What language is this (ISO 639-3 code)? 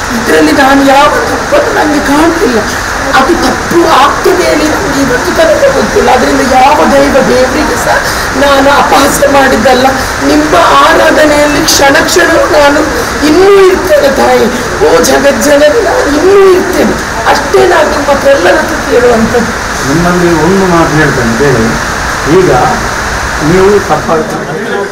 kan